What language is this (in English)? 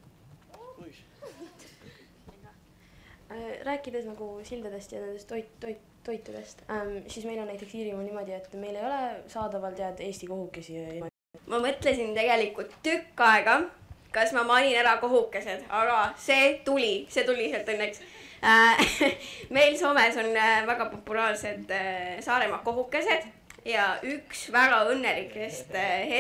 Estonian